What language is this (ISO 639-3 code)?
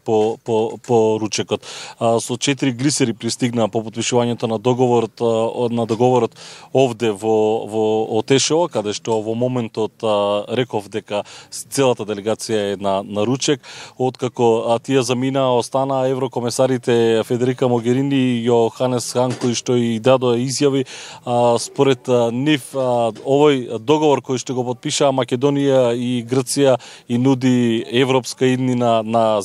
mkd